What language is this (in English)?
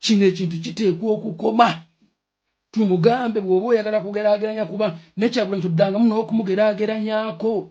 Ganda